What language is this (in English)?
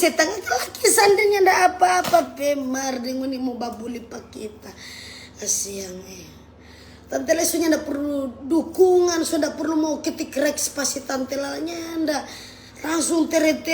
Manado Malay